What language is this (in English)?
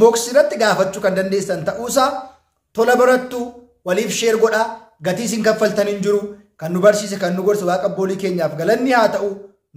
Oromo